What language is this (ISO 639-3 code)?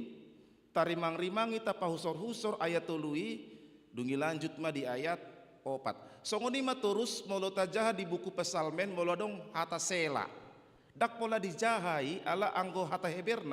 bbc